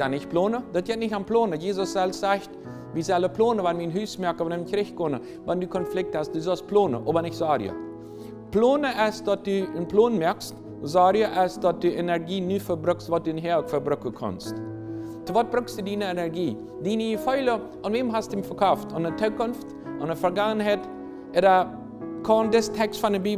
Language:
Plautdietsch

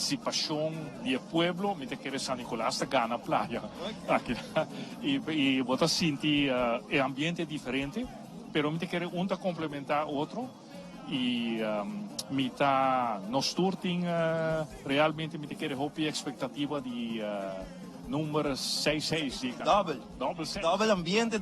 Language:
Papiamento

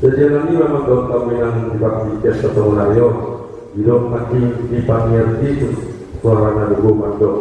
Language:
Batak Toba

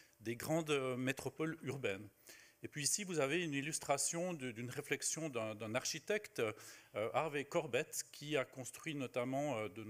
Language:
French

